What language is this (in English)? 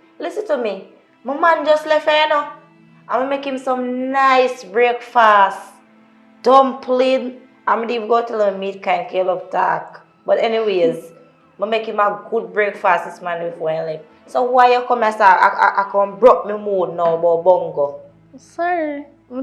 Jamaican Creole English